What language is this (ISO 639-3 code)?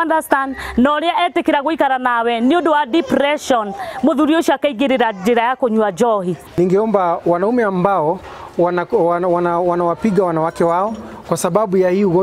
kik